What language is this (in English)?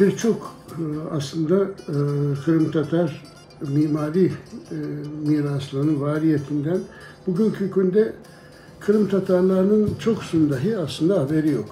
Crimean Tatar